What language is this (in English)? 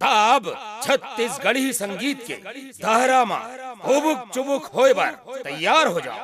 Chhattisgarhi